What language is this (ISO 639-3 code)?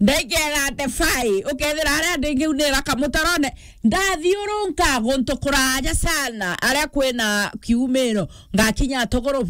mer